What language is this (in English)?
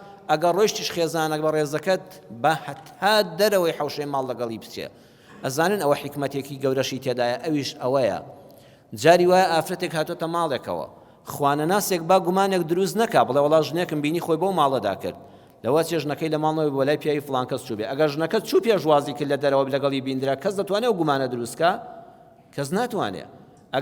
Central Kurdish